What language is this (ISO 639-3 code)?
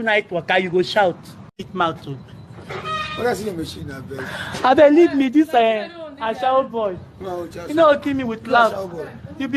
pcm